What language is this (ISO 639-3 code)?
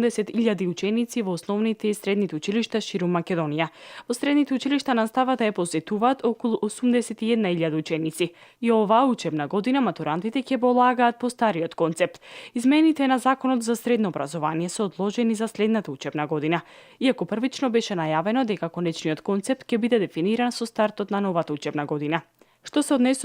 mkd